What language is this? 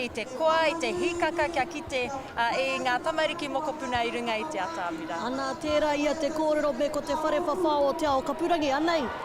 Māori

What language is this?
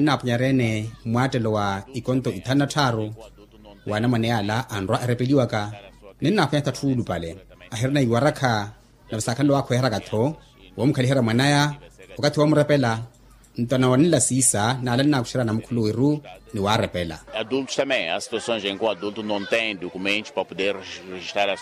Makhuwa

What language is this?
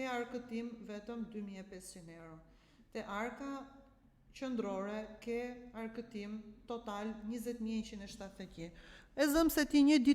Albanian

